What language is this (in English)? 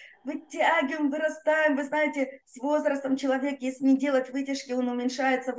Russian